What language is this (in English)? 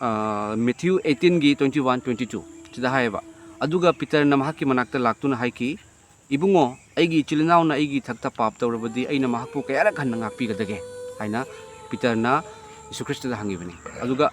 Manipuri